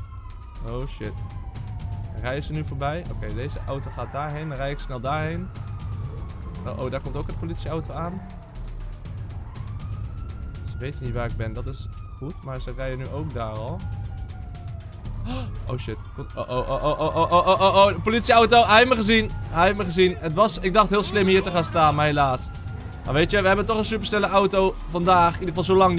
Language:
Dutch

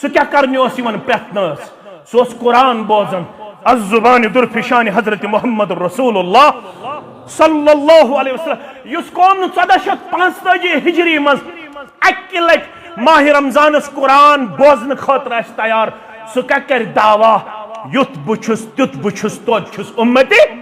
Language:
Kashmiri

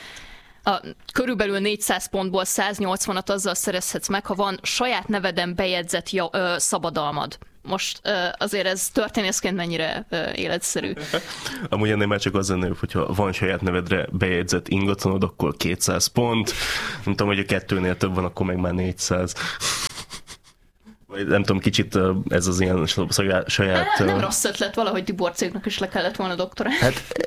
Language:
Hungarian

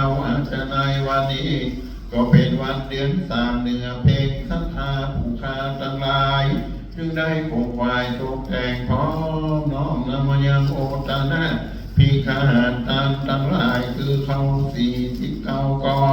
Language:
Pali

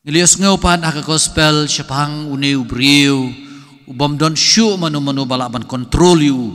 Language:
Khasi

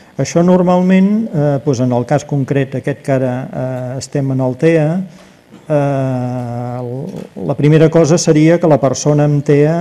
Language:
Catalan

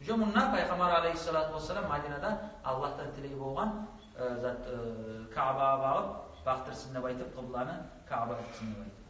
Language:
Kumyk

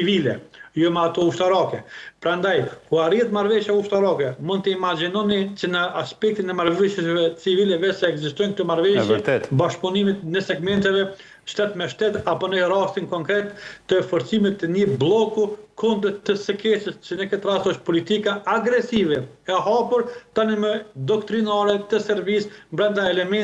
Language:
Albanian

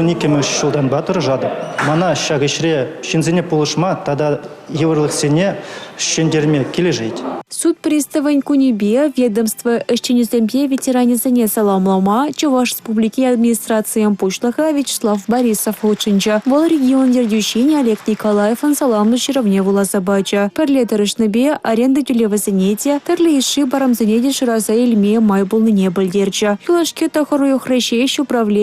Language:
Chuvash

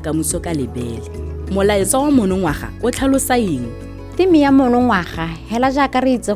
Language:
Tswana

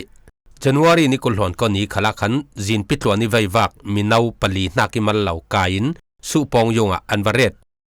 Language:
Falam Chin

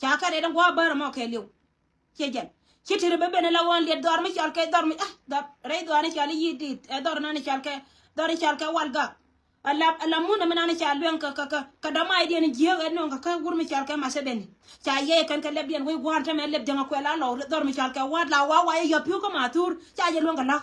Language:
Nuer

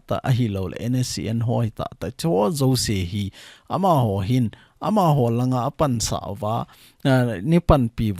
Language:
Thado Chin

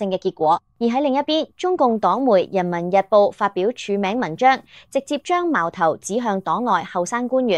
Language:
Cantonese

